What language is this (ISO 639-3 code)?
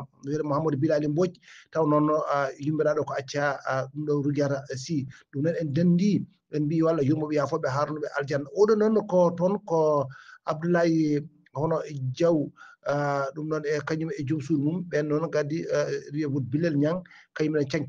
ful